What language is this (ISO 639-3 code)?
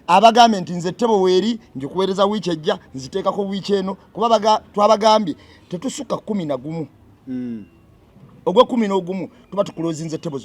lug